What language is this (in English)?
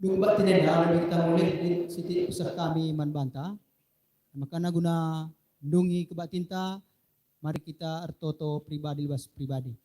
Batak Karo